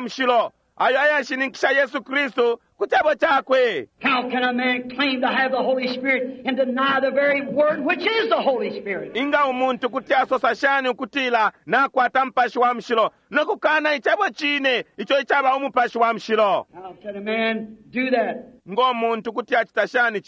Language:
Bemba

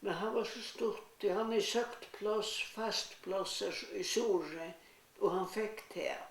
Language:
Faroese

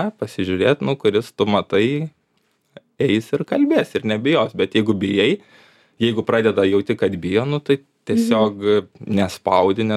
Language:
Lithuanian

